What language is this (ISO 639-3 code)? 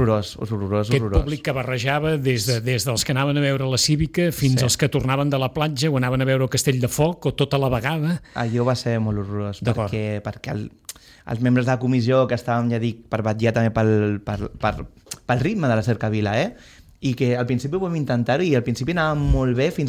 cat